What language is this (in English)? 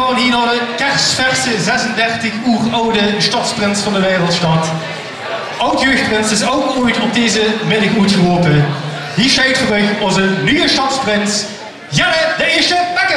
Limburgish